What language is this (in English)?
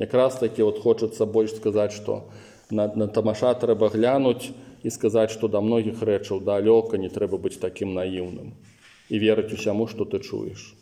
Belarusian